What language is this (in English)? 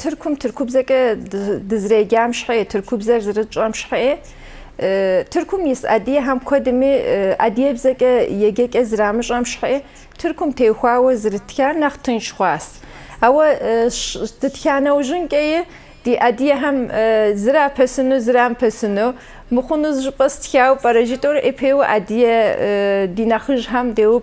Kabardian